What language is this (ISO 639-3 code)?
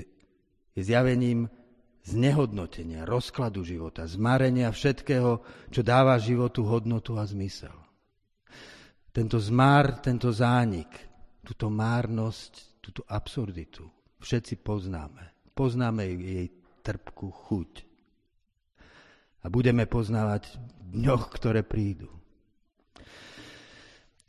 slk